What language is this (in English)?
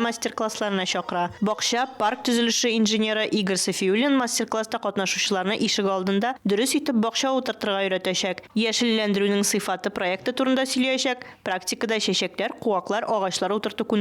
Tatar